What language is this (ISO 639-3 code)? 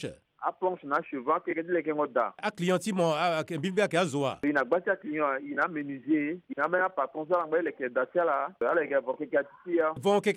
sag